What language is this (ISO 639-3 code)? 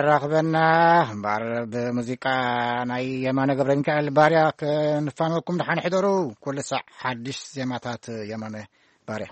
tir